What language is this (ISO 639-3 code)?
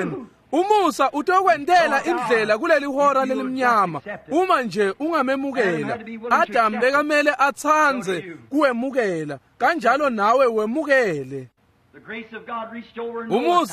ssw